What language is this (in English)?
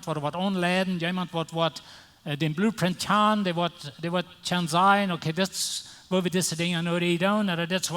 Plautdietsch